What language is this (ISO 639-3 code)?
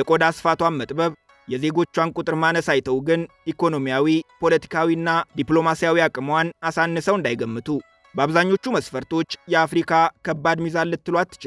amh